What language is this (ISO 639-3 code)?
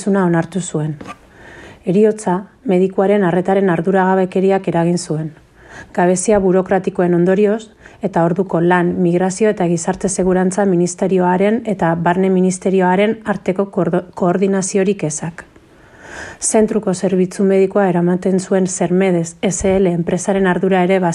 eus